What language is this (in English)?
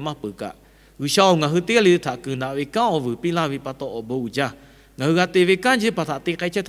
Lahu